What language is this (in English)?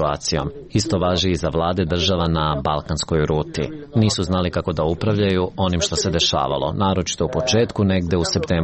Serbian